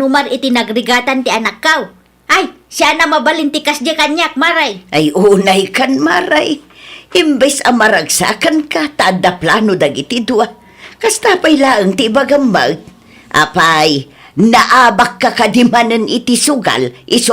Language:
Iloko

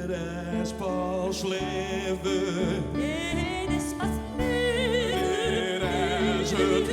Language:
Limburgish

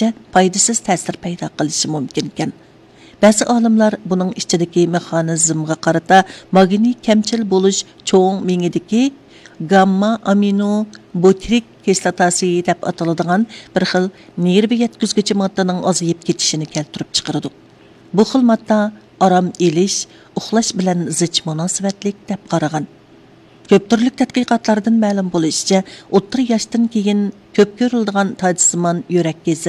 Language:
Uyghur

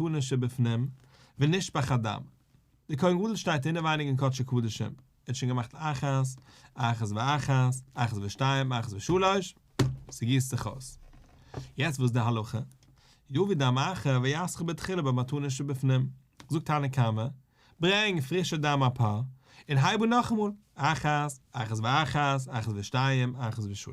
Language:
Yiddish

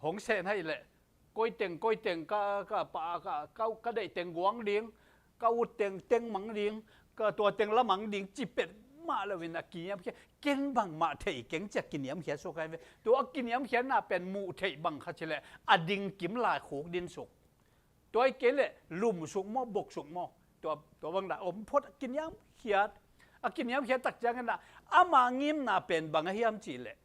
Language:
Tedim Chin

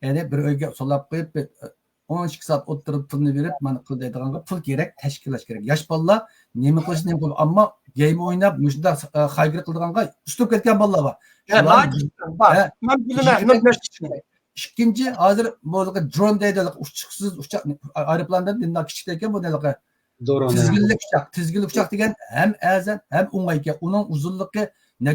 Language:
Uyghur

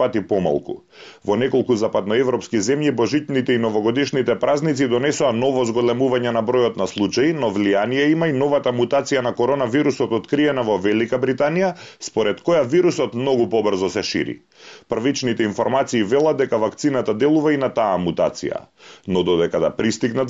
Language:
Macedonian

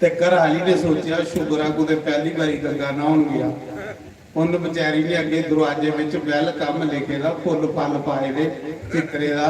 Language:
Dogri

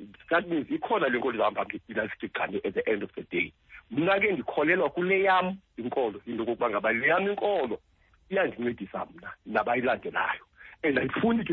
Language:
Xhosa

